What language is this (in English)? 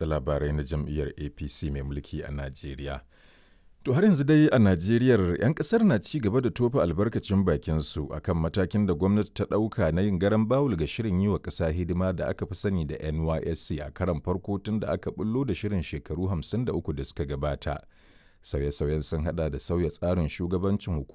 Hausa